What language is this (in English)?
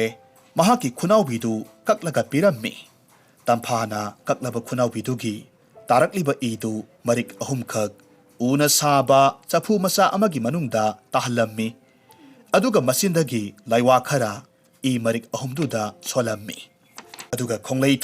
Manipuri